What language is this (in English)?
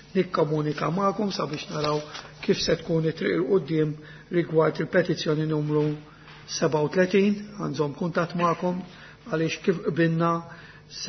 Maltese